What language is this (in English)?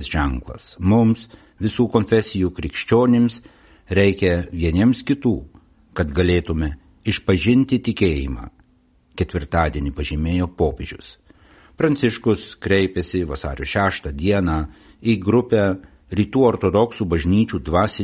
Lithuanian